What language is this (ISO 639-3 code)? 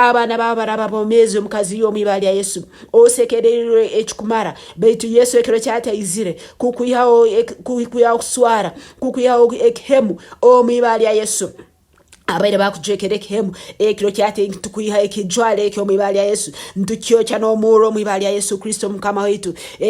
nyn